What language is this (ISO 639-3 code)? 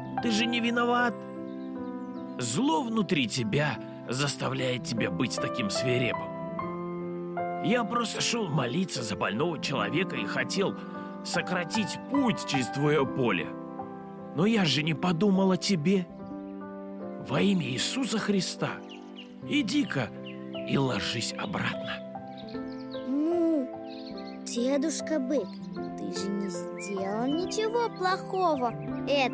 rus